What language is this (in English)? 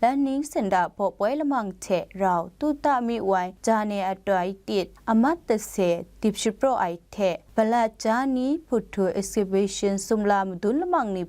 Kachin